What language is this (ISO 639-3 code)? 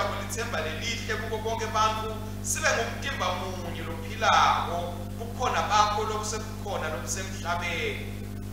ssw